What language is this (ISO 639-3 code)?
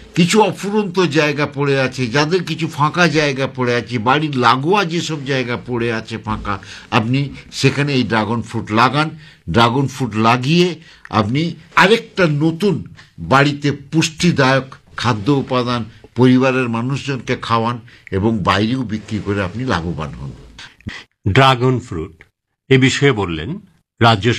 ben